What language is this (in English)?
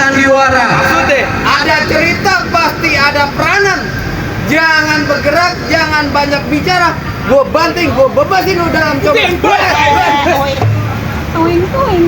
Betawi